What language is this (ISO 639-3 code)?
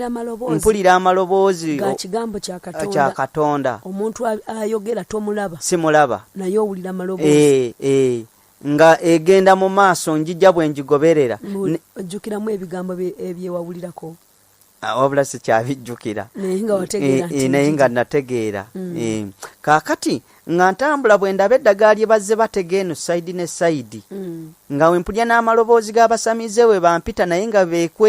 lug